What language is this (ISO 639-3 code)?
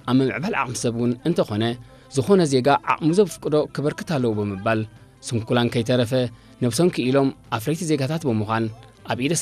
tir